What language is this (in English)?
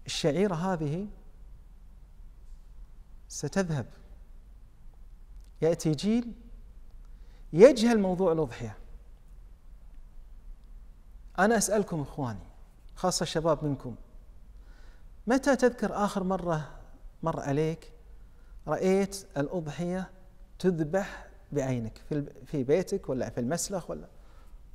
Arabic